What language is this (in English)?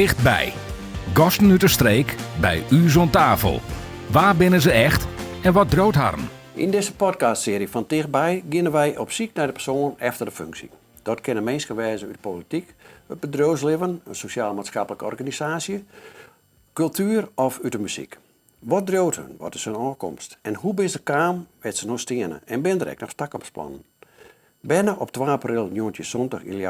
Western Frisian